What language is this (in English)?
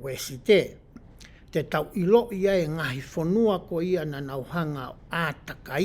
Tongan